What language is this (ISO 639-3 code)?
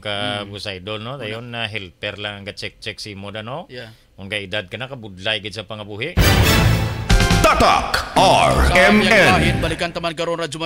hil